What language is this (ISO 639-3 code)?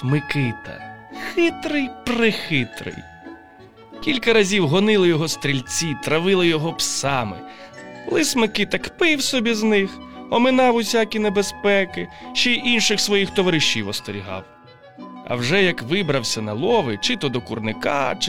ukr